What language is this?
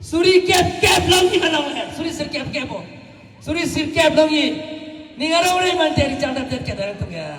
Karbi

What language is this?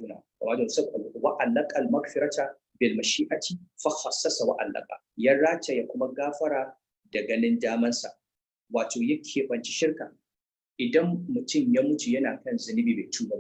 Hausa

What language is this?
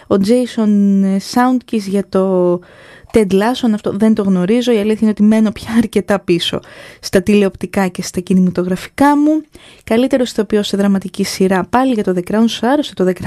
Greek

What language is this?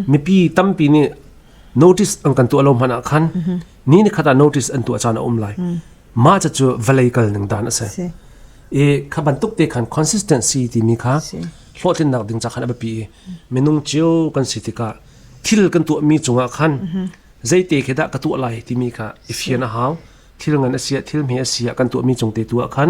Hakha Chin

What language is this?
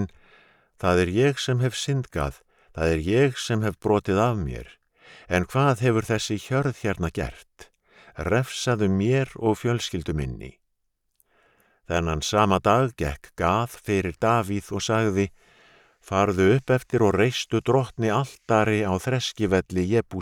Icelandic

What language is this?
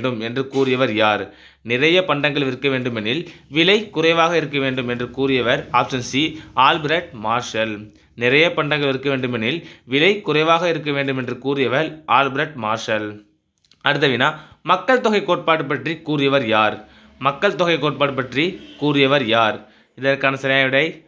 Tamil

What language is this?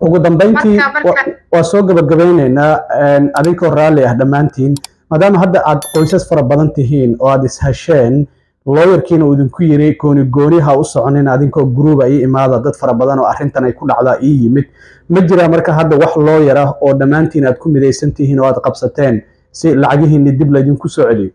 Somali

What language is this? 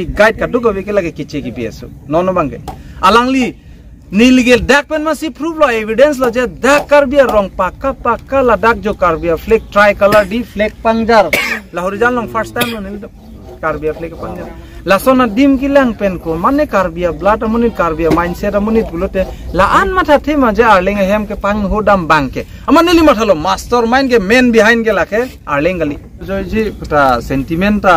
Karbi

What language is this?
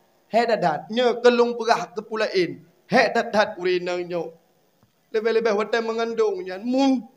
Achinese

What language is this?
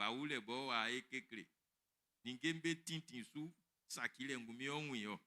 Baoulé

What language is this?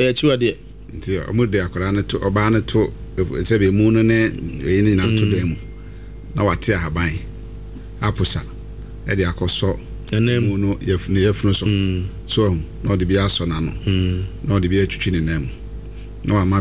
Akan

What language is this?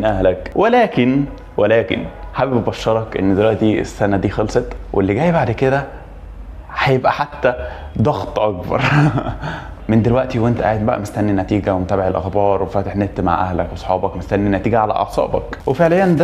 Egyptian Arabic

